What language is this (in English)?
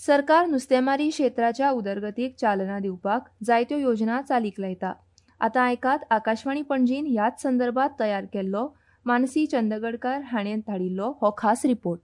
Konkani